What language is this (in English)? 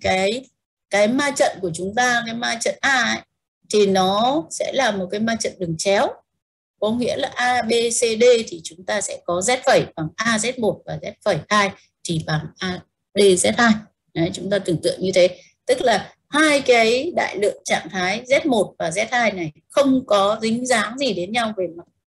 Vietnamese